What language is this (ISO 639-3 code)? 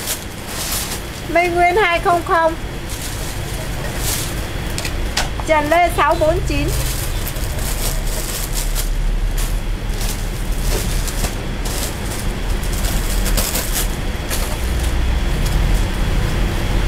vie